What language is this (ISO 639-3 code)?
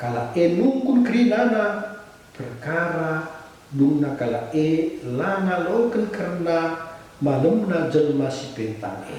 btx